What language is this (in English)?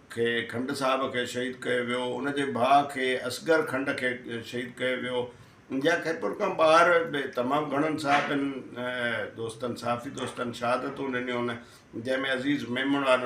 Sindhi